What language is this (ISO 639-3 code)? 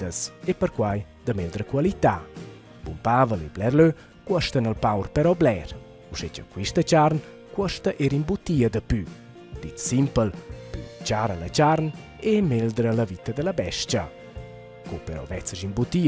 roh